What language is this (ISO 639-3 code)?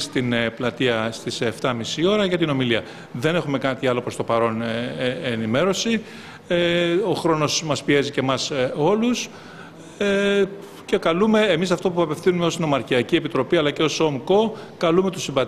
ell